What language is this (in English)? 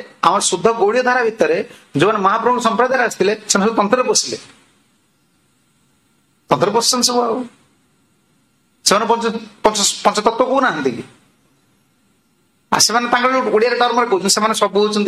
Odia